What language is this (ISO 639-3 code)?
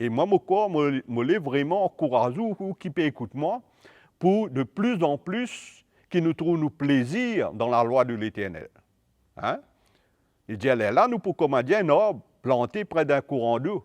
mfe